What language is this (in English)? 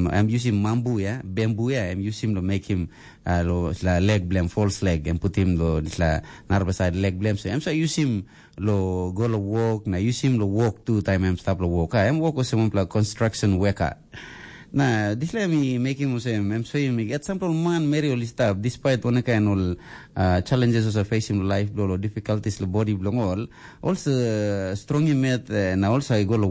Tok Pisin